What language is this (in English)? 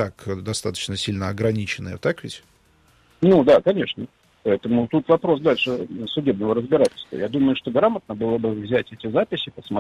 Russian